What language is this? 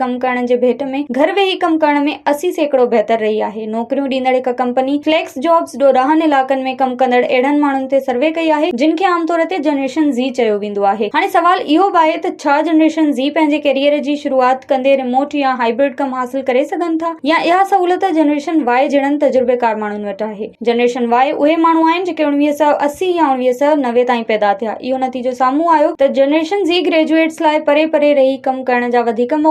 Sindhi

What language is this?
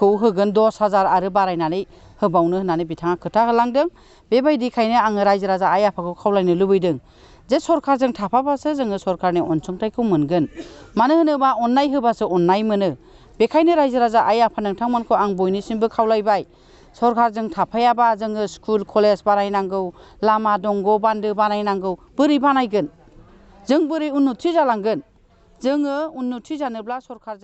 Bodo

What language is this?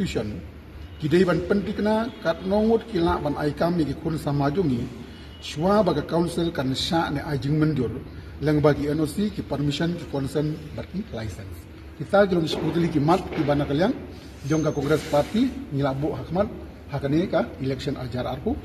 Khasi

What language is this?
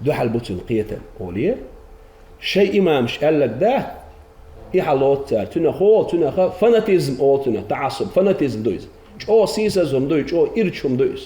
Chechen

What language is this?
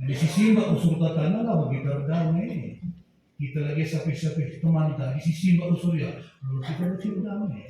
Batak Karo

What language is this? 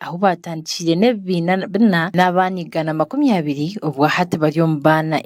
Nyankole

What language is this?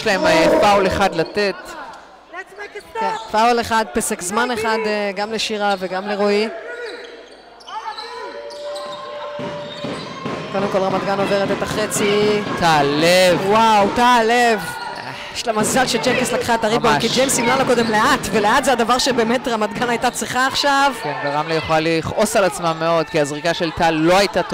Hebrew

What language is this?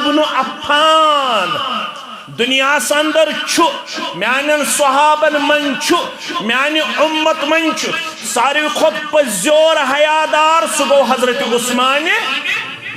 Kashmiri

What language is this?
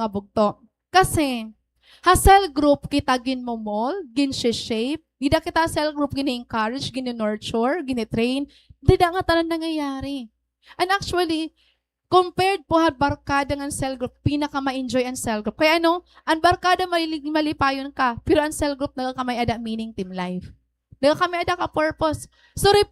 Waray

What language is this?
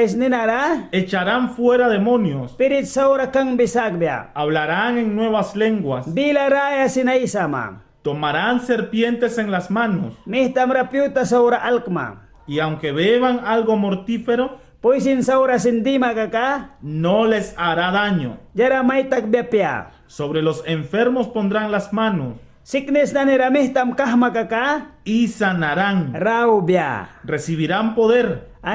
Mískito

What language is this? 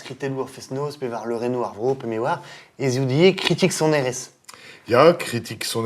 Breton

